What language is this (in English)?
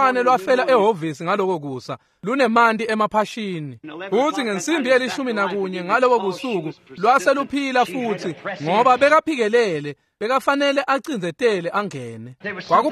Swati